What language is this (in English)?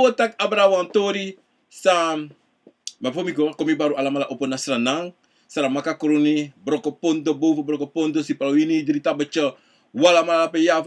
Sranan Tongo